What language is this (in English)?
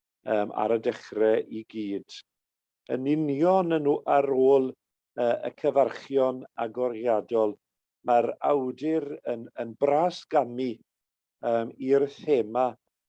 Welsh